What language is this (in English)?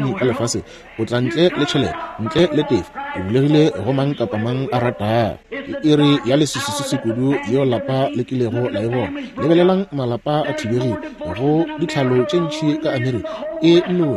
Northern Sotho